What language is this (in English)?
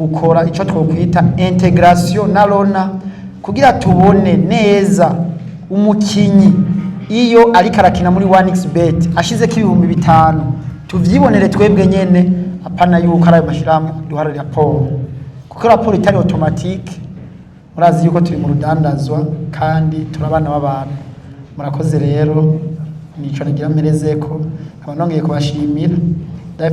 Rundi